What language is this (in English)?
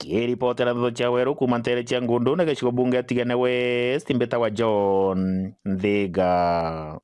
Meru